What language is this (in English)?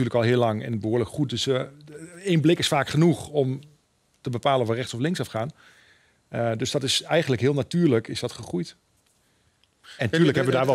Dutch